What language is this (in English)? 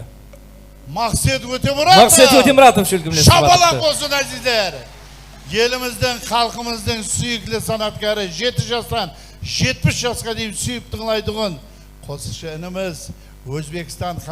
Kara-Kalpak